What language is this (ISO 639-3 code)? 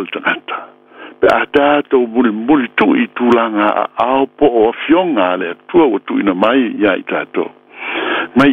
smo